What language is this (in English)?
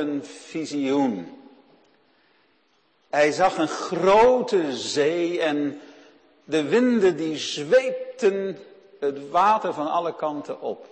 Dutch